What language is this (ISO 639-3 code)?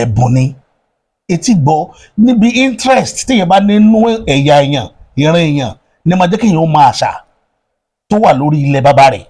yor